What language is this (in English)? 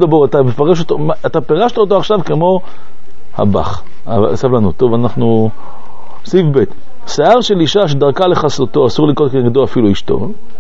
Hebrew